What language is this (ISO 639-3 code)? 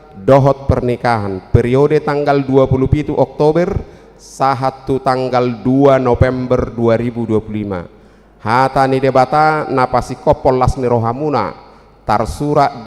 bbc